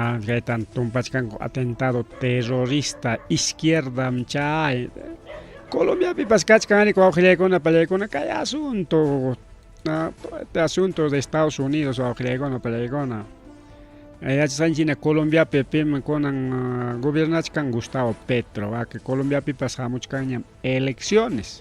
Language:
Ayacucho Quechua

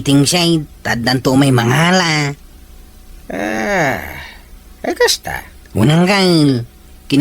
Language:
Iloko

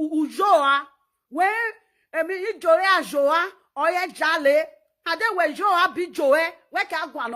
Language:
Nigerian Pidgin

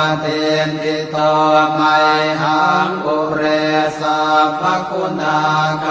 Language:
Pali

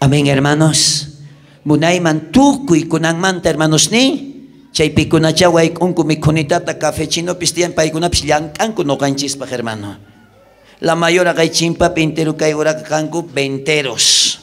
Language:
South Bolivian Quechua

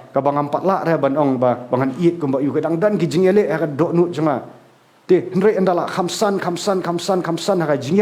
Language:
Khasi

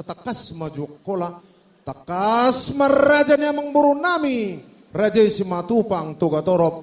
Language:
Batak Toba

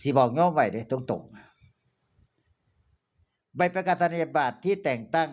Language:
Northeastern Thai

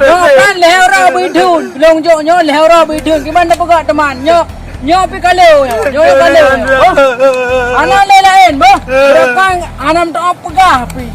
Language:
Achinese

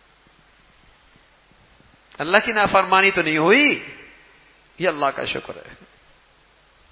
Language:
Urdu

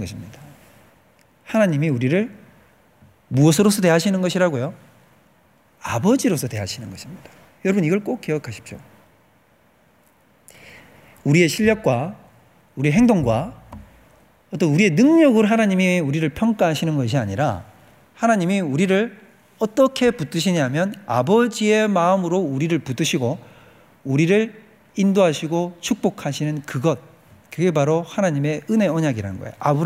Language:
Korean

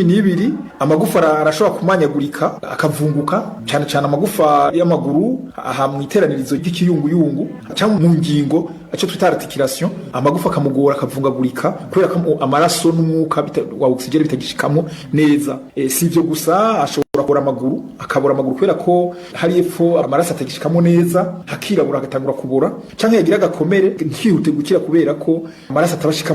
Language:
Rundi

